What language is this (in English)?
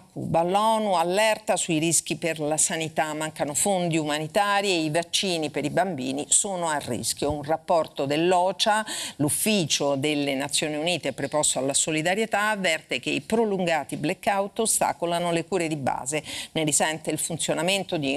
Italian